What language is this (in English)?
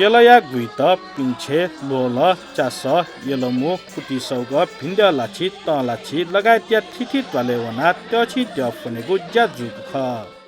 Newari